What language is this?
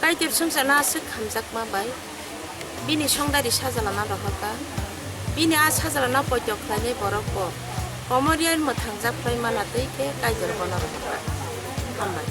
Kok Borok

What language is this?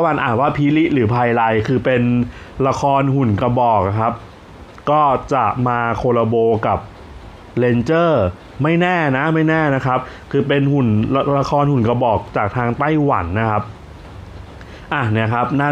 Thai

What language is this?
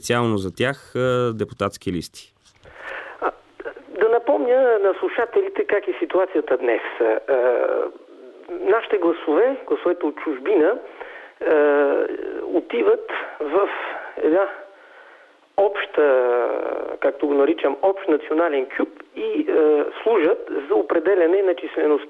Bulgarian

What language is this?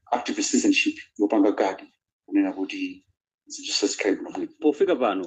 Nyanja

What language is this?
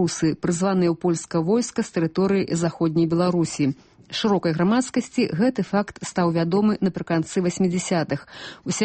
Belarusian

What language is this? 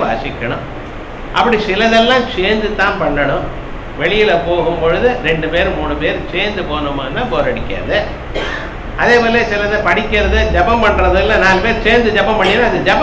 Tamil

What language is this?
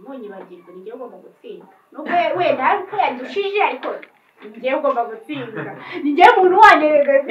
Kinyarwanda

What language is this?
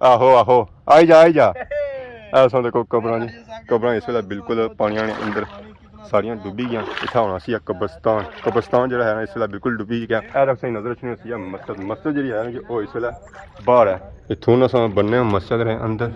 Pahari-Potwari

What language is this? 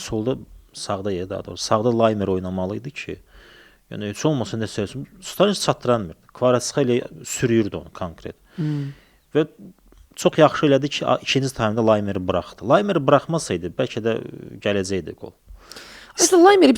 Azerbaijani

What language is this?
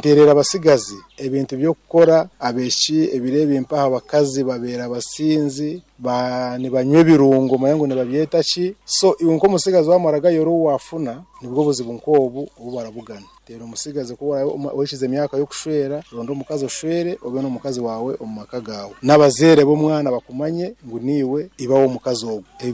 Nyoro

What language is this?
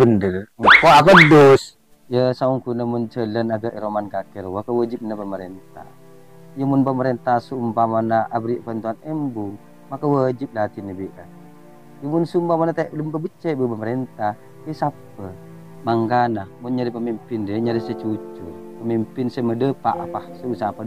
Madurese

